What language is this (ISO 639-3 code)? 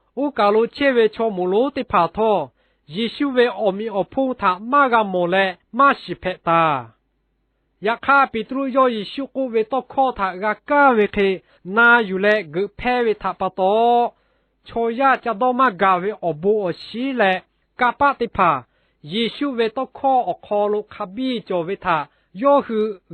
lhu